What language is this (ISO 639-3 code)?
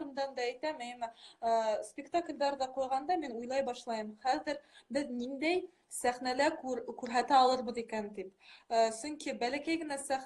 bak